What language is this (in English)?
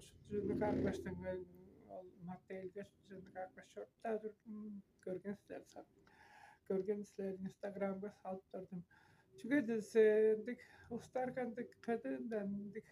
Tuvinian